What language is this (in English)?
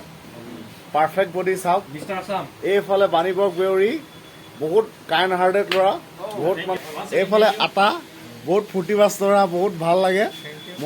Assamese